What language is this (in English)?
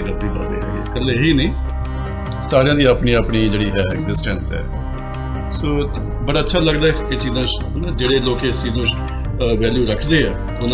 Punjabi